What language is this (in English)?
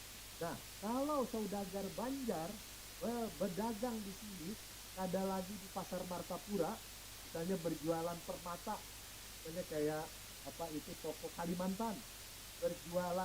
Banjar